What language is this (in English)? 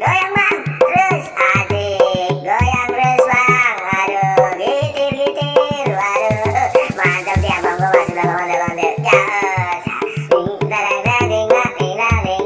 Betawi